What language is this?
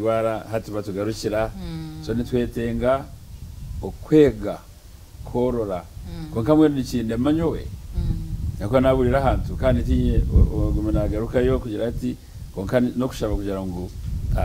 Nyankole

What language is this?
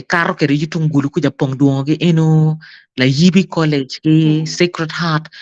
Acoli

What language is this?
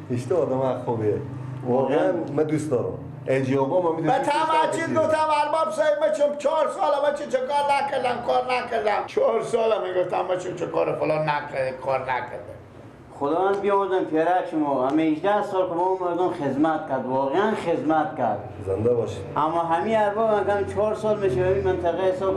Persian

